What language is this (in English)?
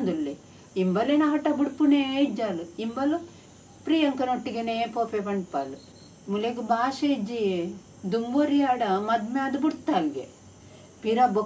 Tulu